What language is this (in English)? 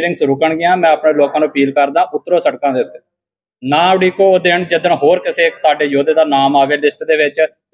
Punjabi